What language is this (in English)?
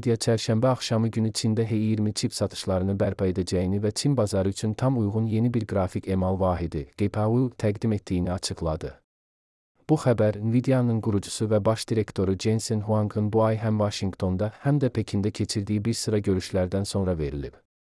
Azerbaijani